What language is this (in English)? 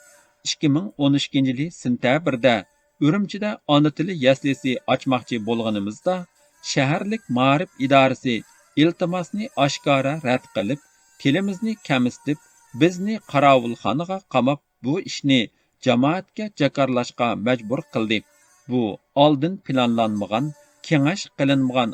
Uyghur